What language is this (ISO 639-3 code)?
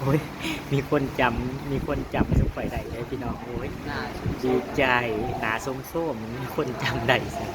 tts